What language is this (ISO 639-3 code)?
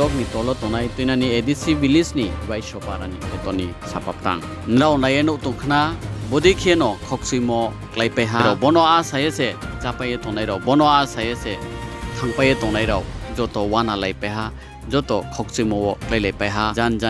ria